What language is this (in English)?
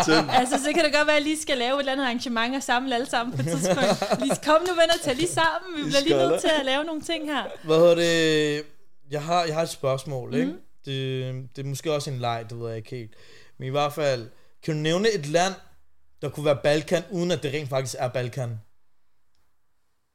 Danish